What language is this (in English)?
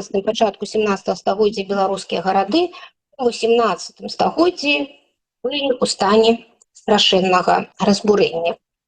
Belarusian